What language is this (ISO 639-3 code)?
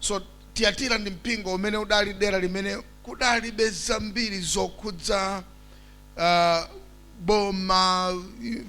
nya